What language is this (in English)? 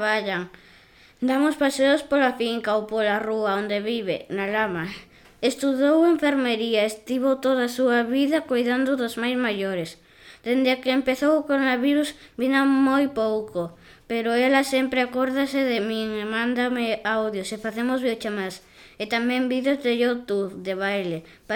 Galician